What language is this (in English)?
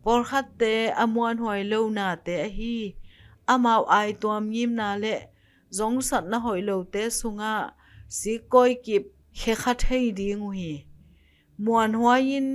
Tedim Chin